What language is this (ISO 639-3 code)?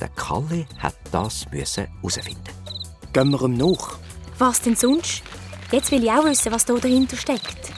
gsw